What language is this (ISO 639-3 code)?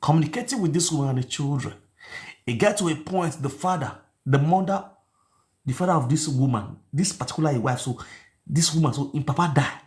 pcm